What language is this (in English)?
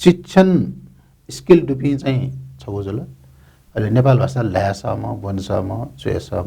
Newari